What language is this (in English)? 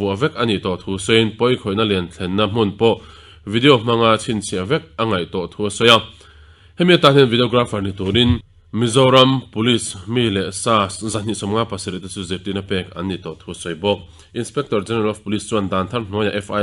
Mizo